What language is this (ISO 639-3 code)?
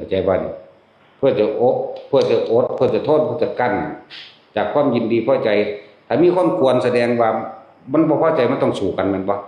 tts